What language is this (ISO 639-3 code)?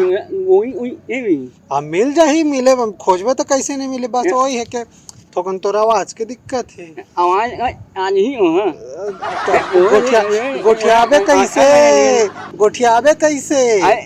hne